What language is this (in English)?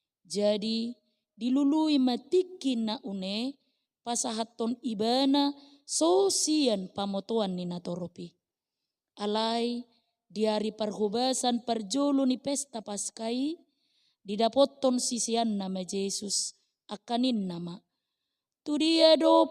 Batak Toba